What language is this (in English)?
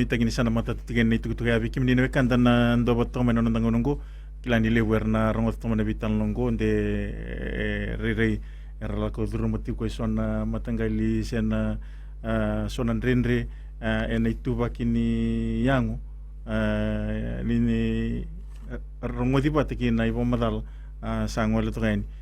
Fijian